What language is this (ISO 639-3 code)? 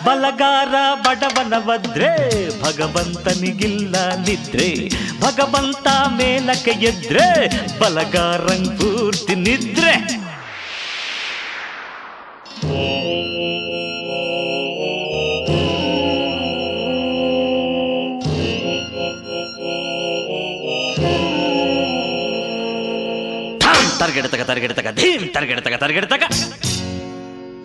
kan